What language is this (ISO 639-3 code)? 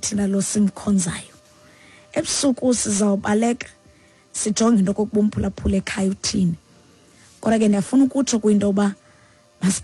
xho